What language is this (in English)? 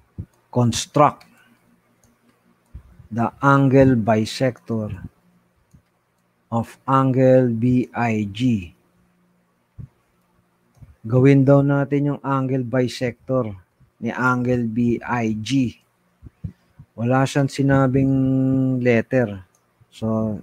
Filipino